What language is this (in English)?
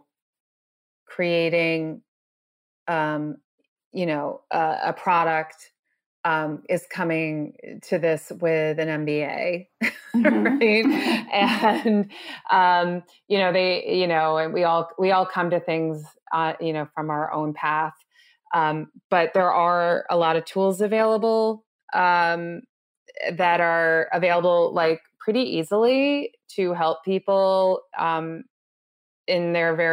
English